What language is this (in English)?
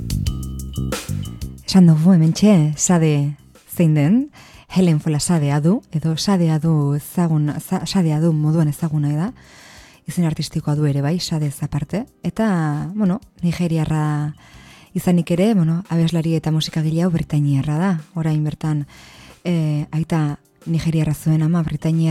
Basque